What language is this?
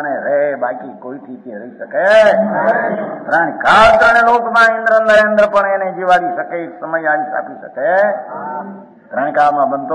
Gujarati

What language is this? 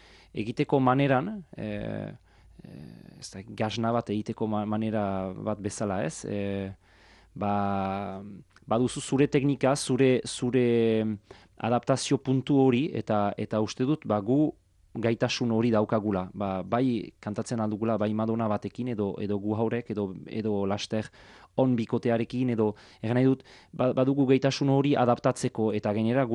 Basque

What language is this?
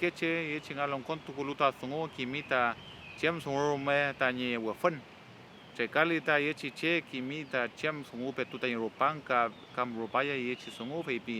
Mapuche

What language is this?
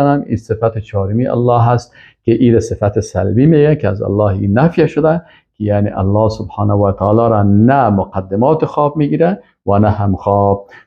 Persian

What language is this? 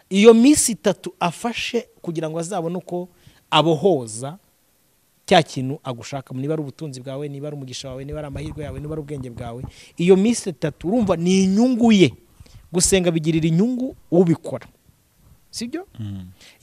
Kinyarwanda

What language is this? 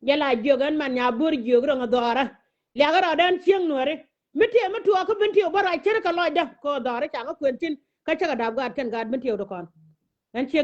Nuer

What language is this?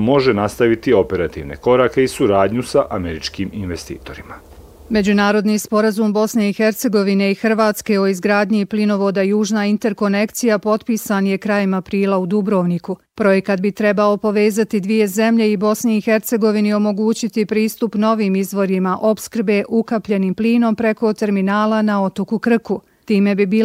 Bosnian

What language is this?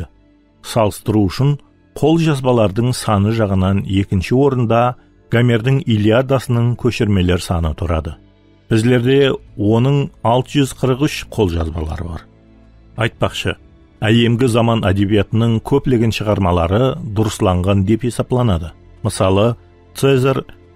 Kara-Kalpak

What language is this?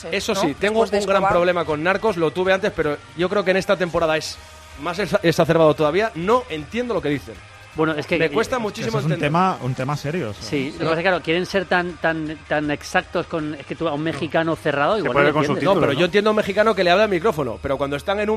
Spanish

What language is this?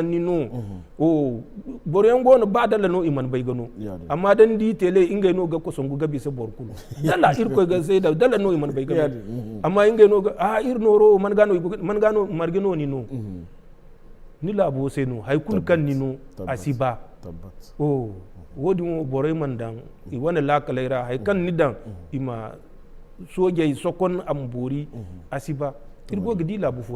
Zarma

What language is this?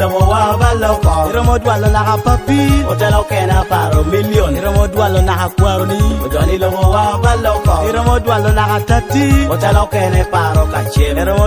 Lango (Uganda)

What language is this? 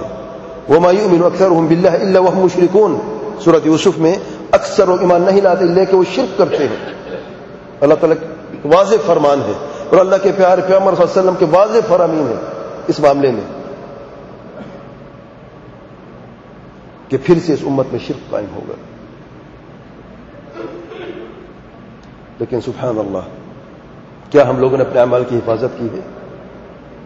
Urdu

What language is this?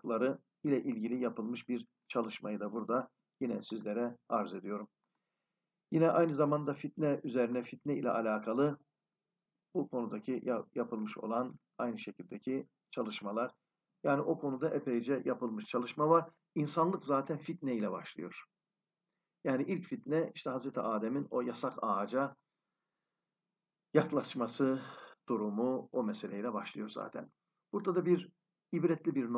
Turkish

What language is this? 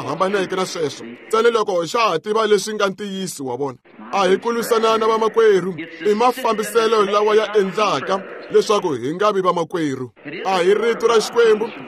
Tsonga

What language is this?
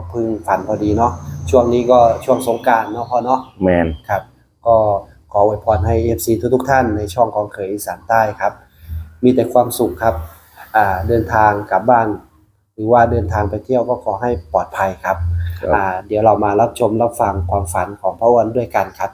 Northeastern Thai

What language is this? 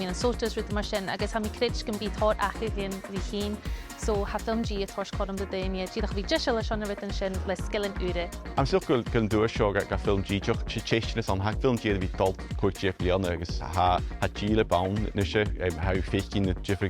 Scottish Gaelic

